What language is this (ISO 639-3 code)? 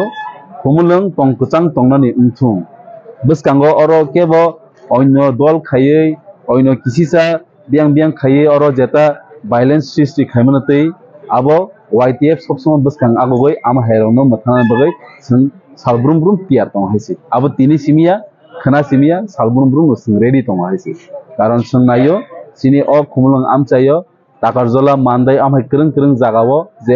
trp